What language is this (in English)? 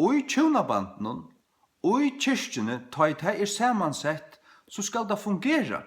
Faroese